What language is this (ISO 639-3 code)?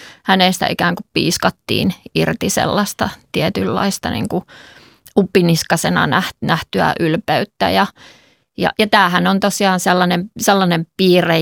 fin